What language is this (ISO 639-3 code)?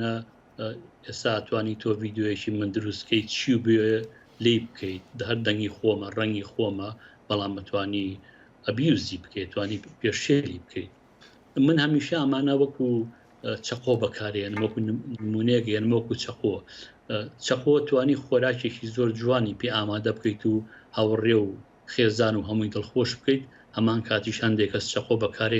ckb